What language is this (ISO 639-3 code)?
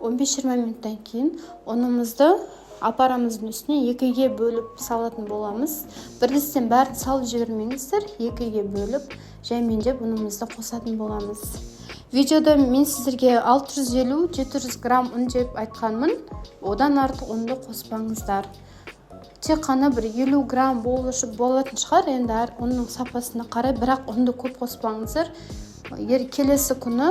kaz